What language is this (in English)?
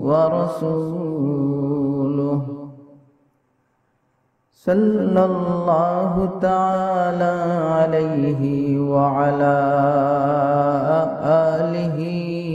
Bangla